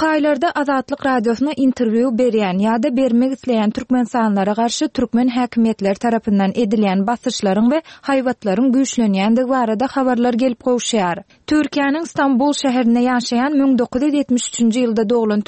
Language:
Turkmen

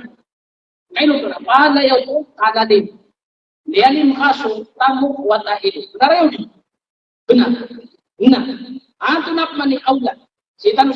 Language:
Maranao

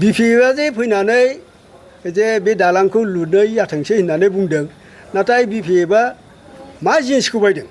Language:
Bodo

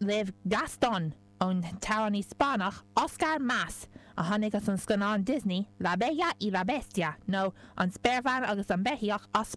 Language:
Irish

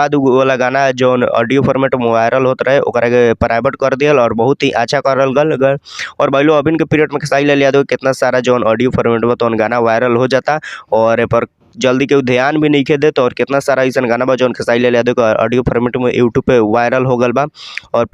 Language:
Bhojpuri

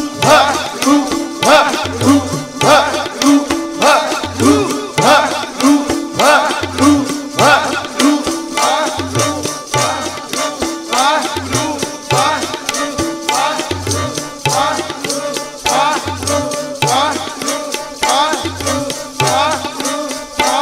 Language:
Punjabi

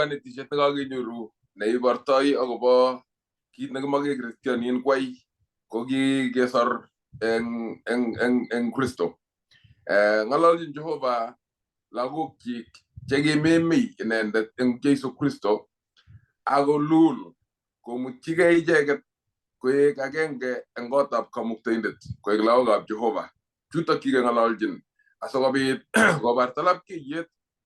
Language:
Kalenjin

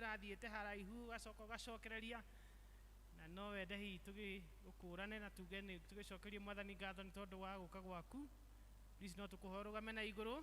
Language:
Kikuyu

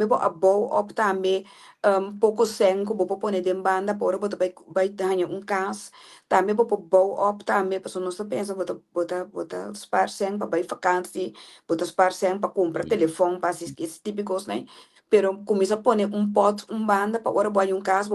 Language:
Papiamento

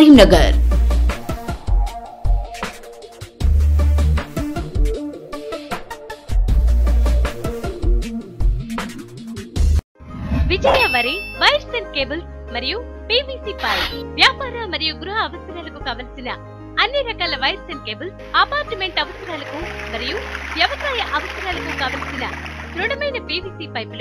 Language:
Telugu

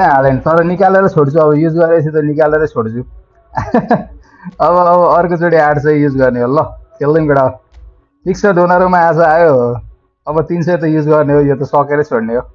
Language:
Nepali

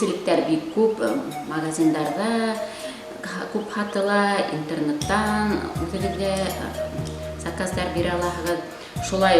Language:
Bashkir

